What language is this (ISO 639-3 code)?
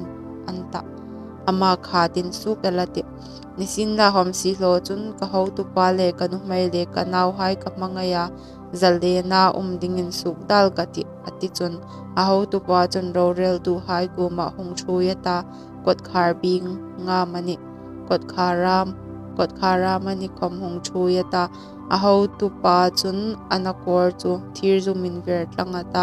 hmr